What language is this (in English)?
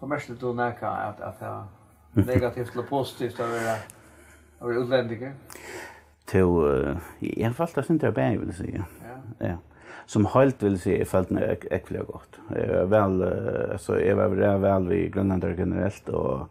Faroese